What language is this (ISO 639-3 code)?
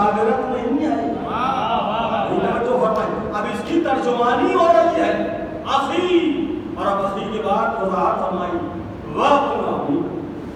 urd